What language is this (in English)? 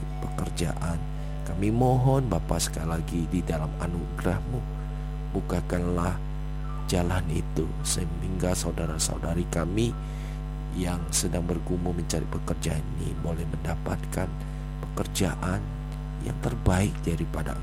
Indonesian